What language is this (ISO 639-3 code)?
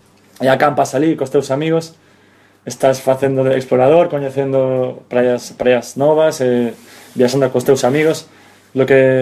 glg